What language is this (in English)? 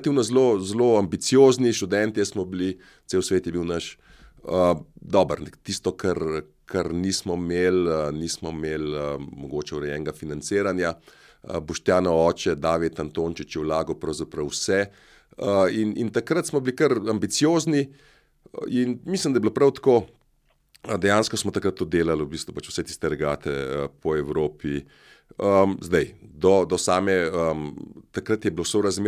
Slovenian